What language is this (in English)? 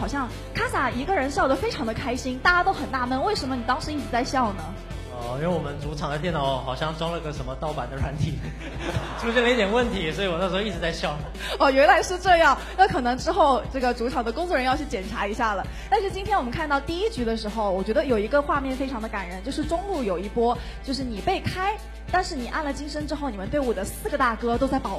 Chinese